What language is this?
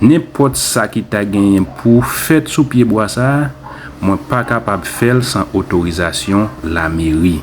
Haitian Creole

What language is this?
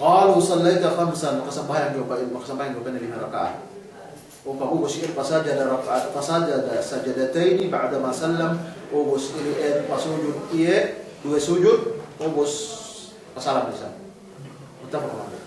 Yakan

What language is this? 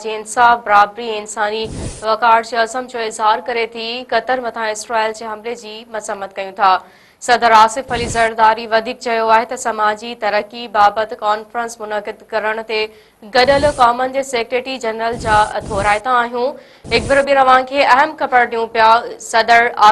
Sindhi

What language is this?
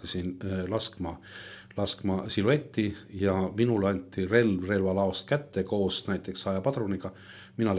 Estonian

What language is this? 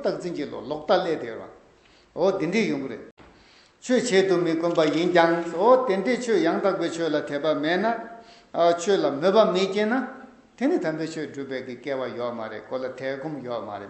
Tibetan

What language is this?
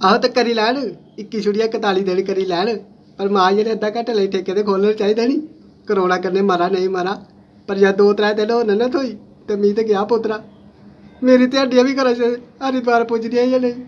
Dogri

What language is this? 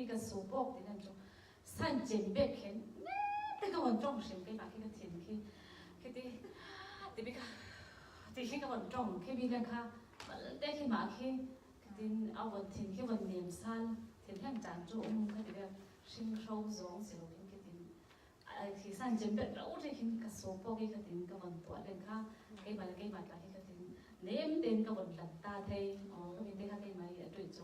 Falam Chin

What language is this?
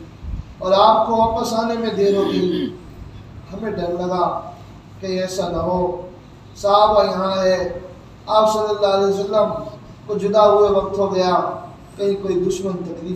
Urdu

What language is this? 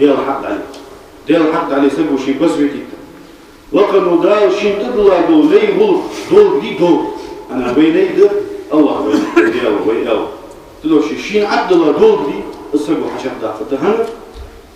Ingush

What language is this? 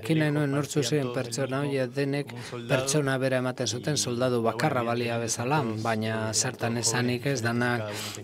Basque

